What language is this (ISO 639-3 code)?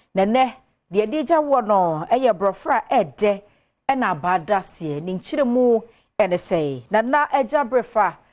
aka